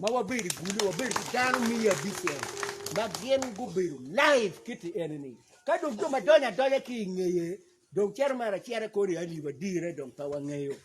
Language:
Acoli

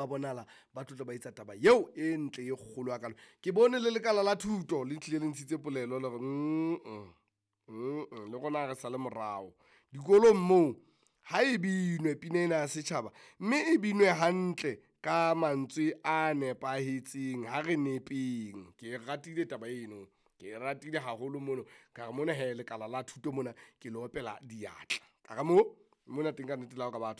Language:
Southern Sotho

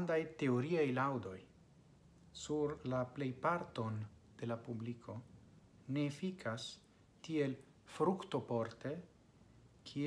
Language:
Esperanto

